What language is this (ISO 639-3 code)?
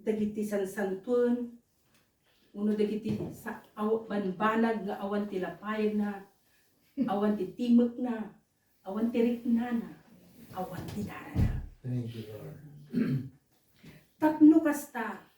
ilo